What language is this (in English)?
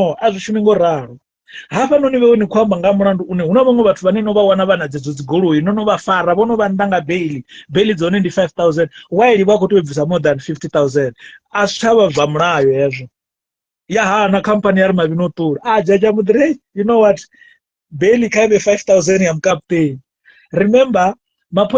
Venda